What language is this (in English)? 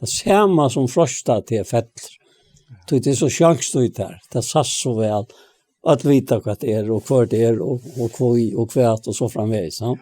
Faroese